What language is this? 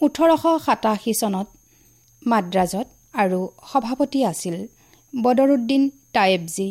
Assamese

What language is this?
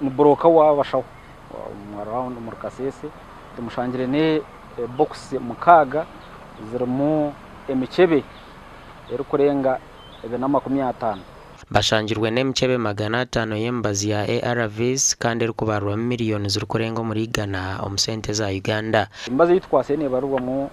Nyankole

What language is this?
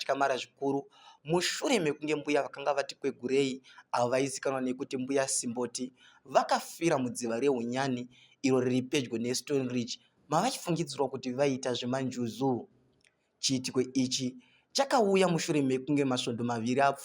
Shona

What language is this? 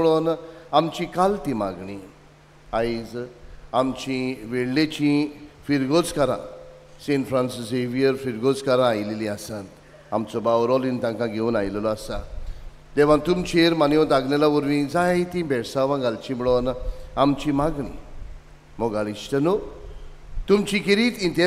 Konkani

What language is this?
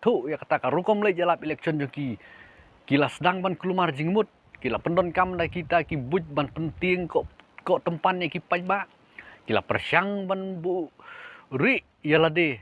Khasi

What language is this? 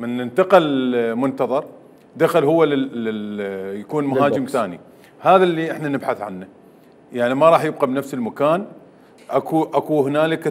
Mesopotamian Arabic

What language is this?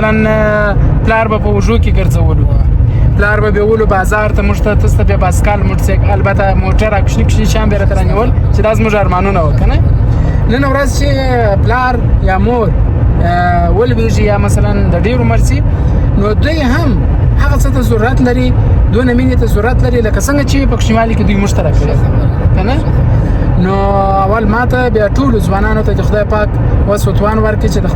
Pashto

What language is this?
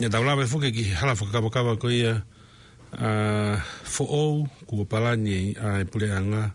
Tongan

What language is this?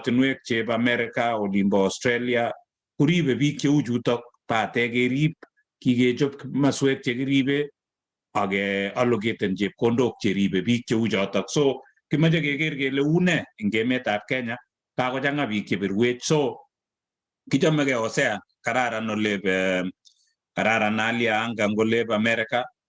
Kalenjin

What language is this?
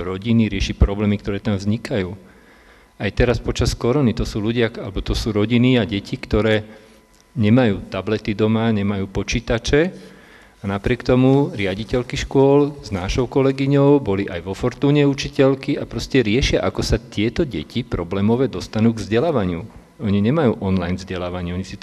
Slovak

